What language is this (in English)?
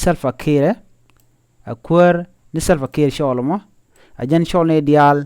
Nuer